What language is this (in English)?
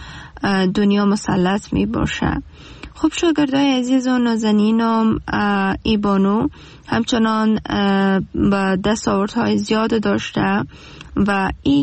Persian